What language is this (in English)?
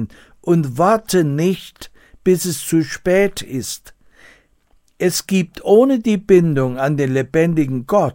German